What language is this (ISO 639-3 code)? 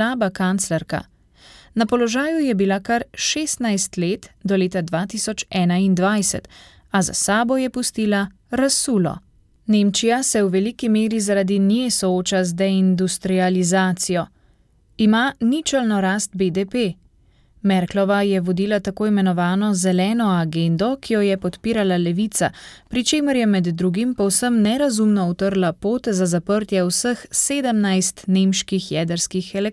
slv